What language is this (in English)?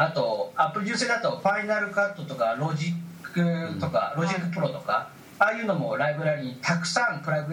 Japanese